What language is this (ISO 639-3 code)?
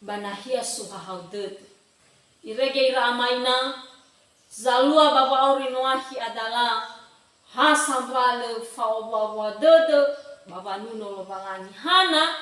nia